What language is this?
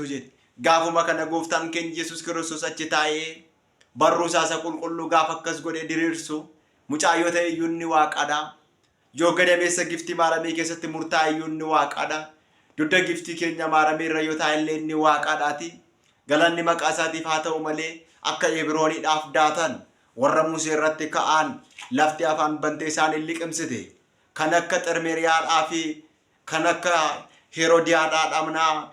Oromo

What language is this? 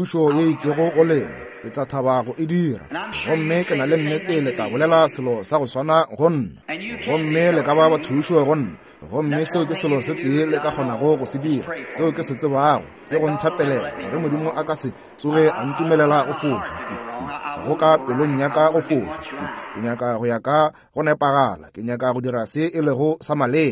Northern Sotho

